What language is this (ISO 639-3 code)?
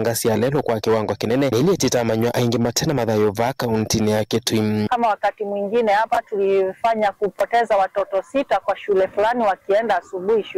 kam